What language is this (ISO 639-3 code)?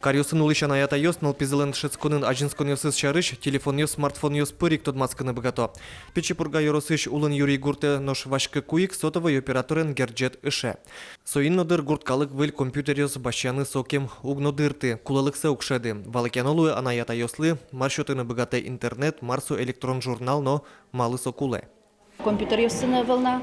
udm